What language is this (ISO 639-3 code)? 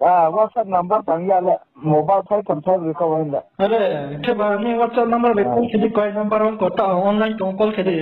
ria